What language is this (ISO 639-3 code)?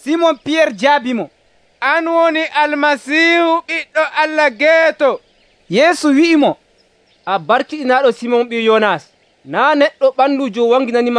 fuv